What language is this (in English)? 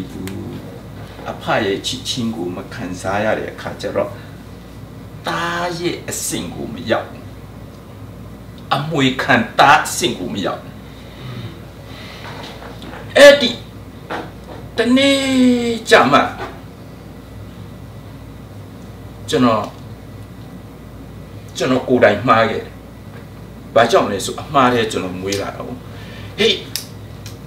Burmese